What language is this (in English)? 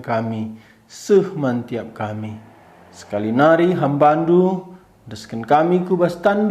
Batak Karo